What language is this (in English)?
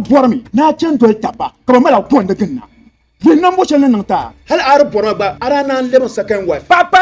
Dagbani